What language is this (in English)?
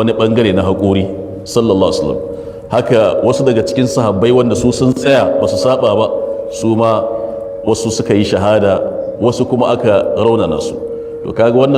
Hausa